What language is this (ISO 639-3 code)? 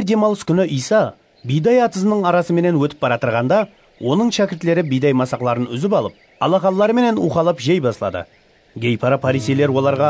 kaa